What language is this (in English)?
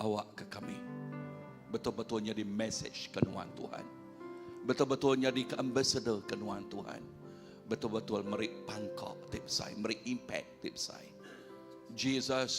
Iban